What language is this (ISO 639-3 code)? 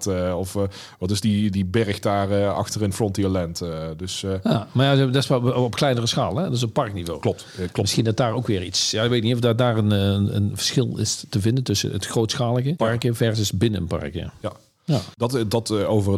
nld